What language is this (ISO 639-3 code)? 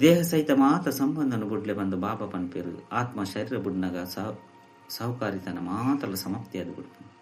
tcy